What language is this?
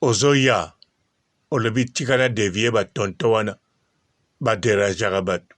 Lingala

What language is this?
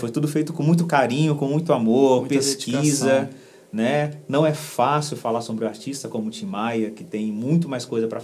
Portuguese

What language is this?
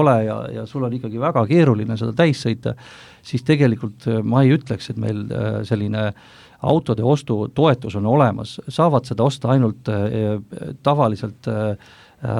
Estonian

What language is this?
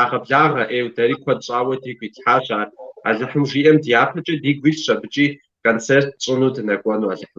Kabardian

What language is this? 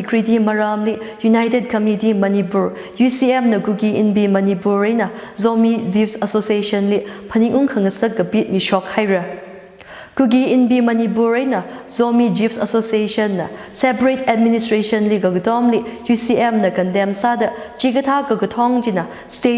Tangkhul Naga (India)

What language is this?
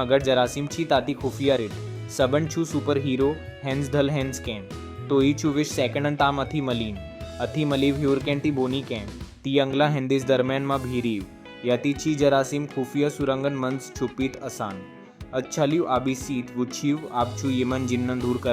Kashmiri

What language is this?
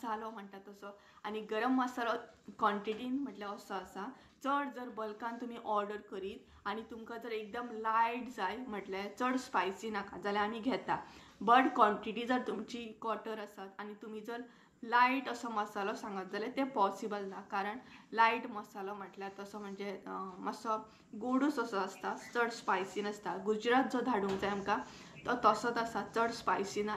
Konkani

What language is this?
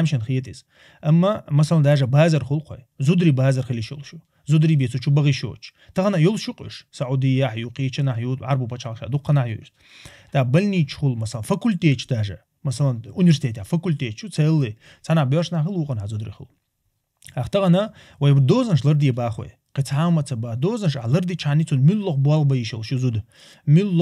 Chechen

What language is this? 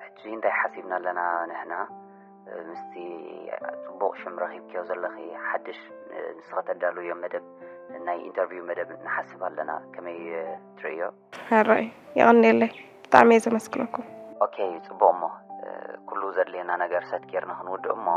Tigrinya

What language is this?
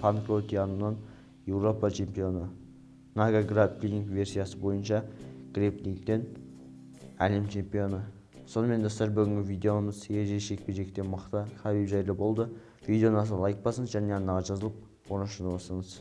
Kazakh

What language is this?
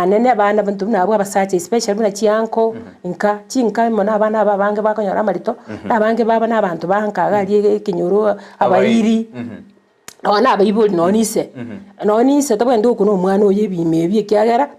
Gusii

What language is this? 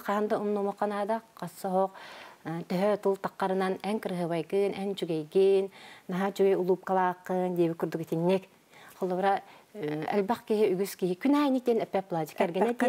Yakut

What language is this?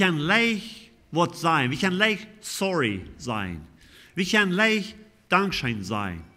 Plautdietsch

